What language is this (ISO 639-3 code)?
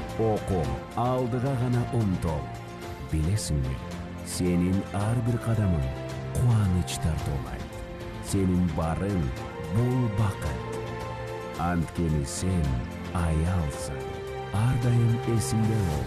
kir